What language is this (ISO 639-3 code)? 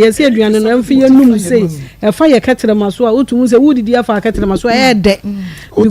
aka